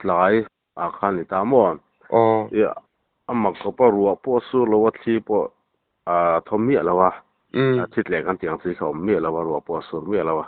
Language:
Mizo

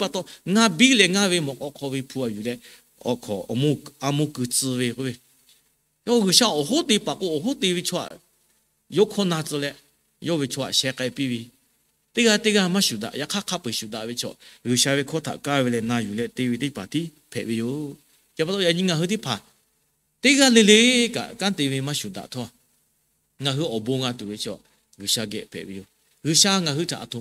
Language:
Lahu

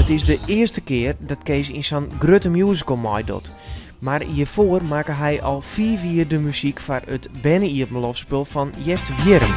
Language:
Western Frisian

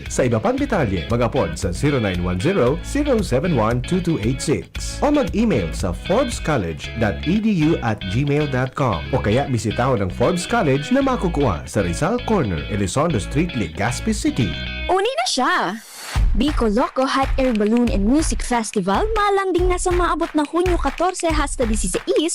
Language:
Bikol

